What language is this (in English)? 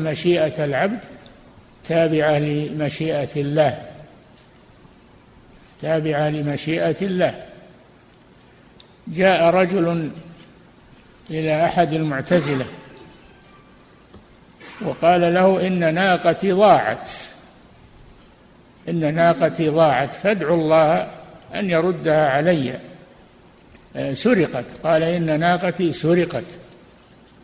Arabic